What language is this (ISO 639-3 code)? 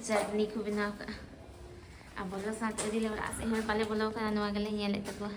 sat